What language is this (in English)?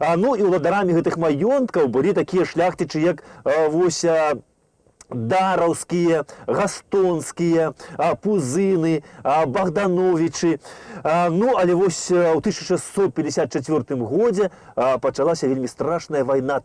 Belarusian